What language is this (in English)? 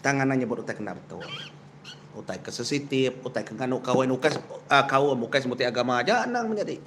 Iban